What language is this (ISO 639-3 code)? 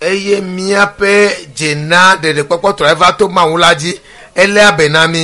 ewe